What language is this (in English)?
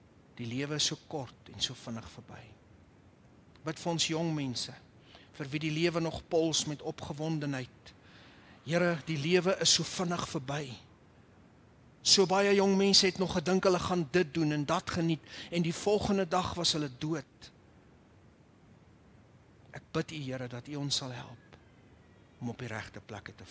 Afrikaans